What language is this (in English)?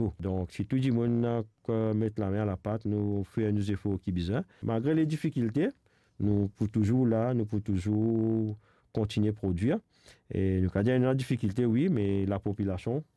Morisyen